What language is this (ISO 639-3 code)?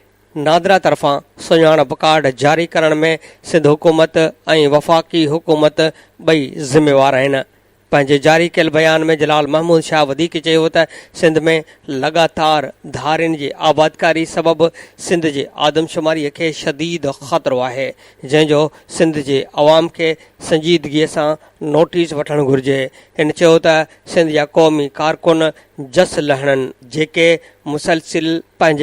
snd